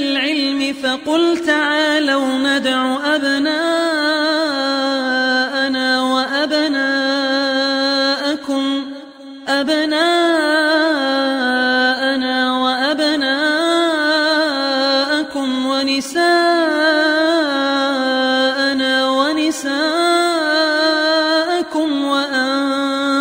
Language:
Arabic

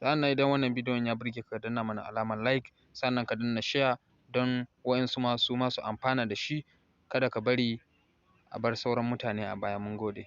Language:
Hausa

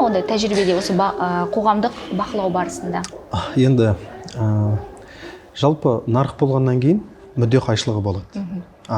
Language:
Kazakh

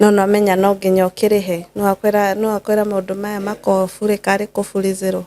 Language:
Kikuyu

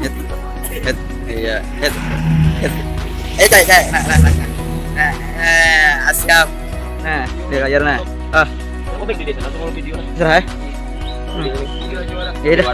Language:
Banjar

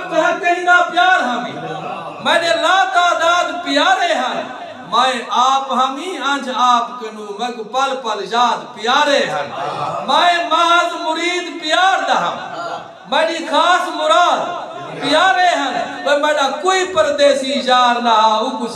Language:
Saraiki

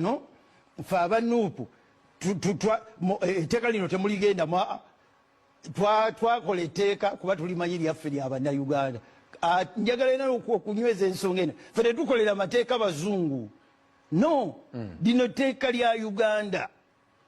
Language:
Ganda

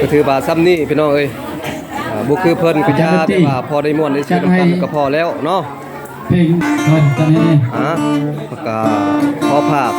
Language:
Northeastern Thai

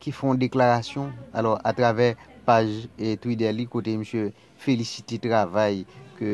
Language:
Haitian Creole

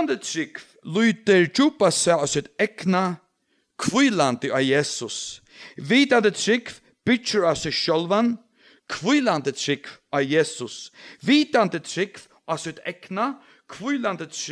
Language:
Faroese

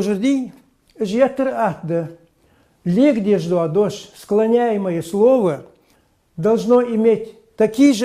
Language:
Ingush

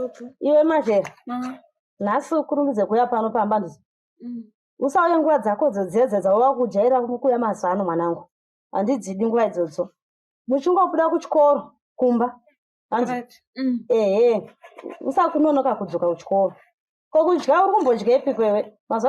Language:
Shona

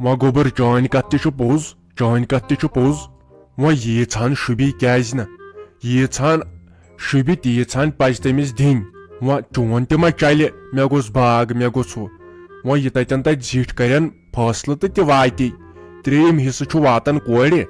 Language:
Kashmiri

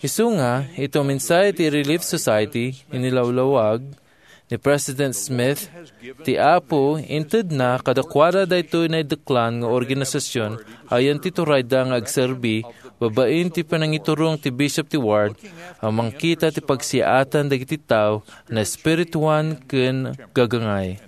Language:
Iloko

